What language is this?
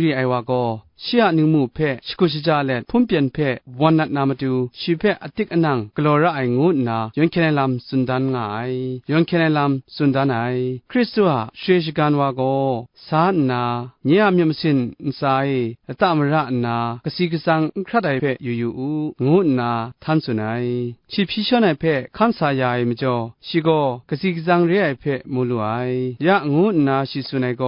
Kachin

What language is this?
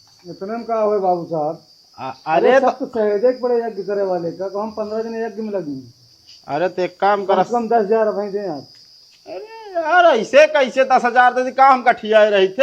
Awadhi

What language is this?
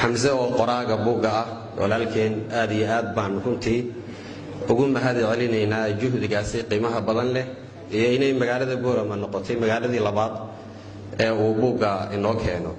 Somali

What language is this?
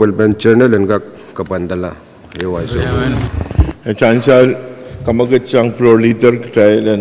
Pohnpeian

